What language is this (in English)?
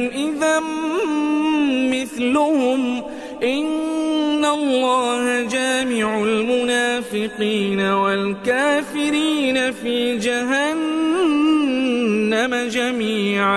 Arabic